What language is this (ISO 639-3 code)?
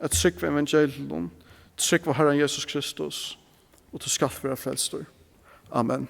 fao